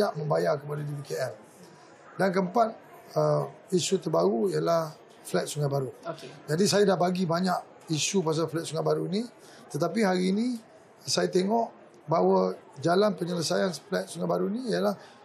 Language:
Malay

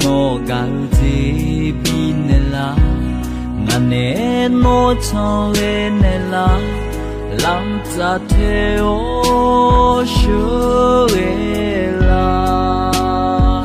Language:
Akha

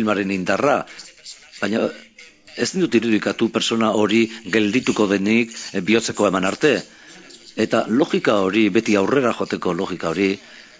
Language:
Basque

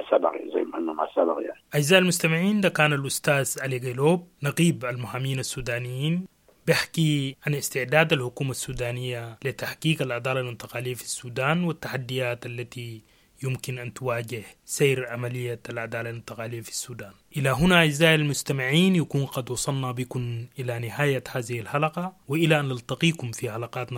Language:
Sudanese Arabic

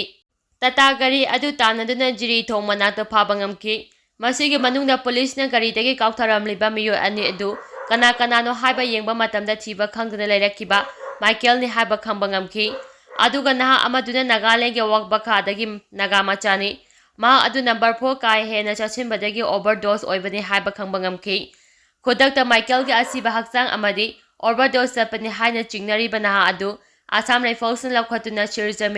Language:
Manipuri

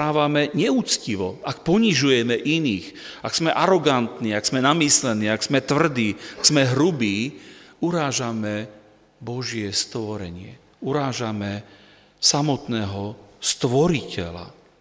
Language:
Slovak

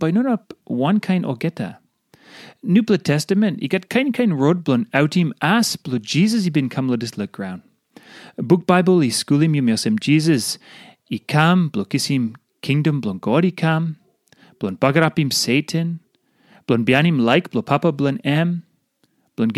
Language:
Tok Pisin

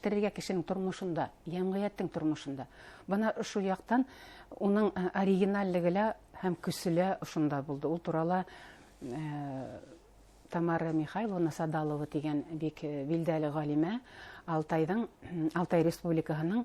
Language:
Bashkir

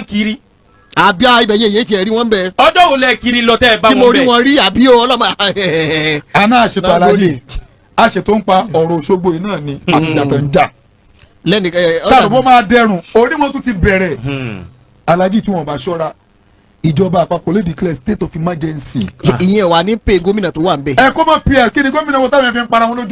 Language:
Yoruba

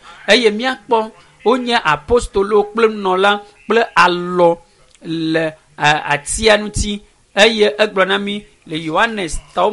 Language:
Ewe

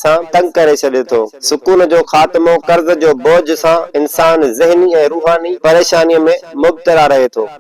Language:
Sindhi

